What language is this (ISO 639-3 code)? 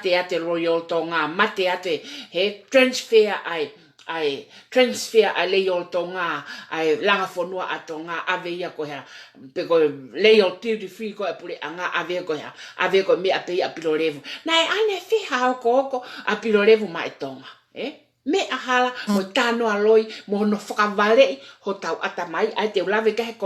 ton